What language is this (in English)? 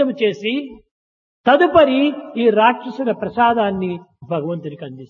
Telugu